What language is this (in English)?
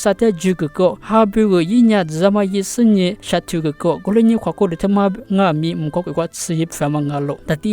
Lisu